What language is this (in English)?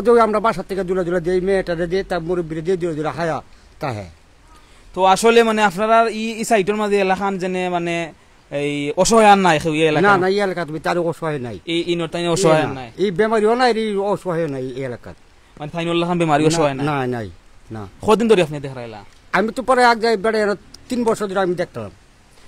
Sylheti